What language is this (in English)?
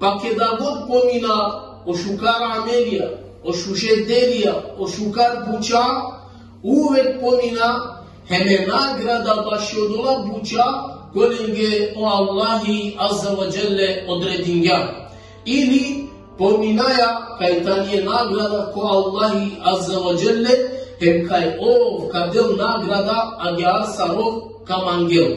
Balkan Romani